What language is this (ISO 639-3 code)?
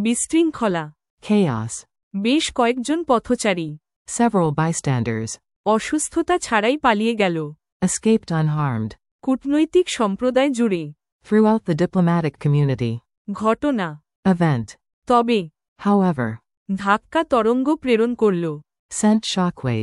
ben